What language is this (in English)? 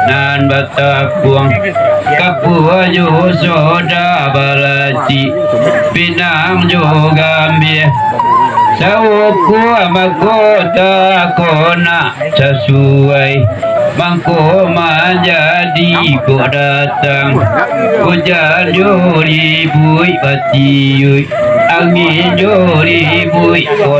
Minangkabau